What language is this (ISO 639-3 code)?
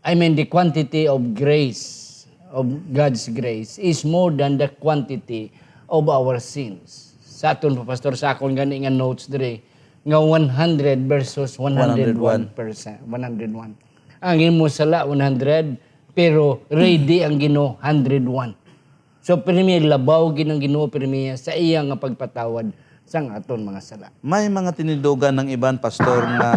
hil